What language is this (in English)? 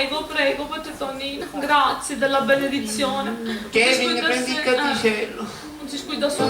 Sicilian